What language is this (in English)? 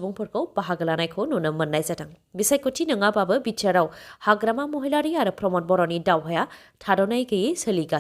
Bodo